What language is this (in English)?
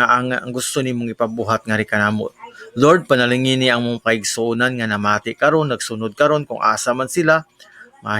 Cebuano